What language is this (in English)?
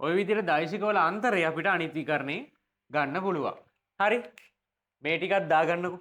Sinhala